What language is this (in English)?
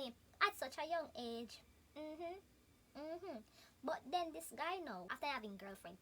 Jamaican Creole English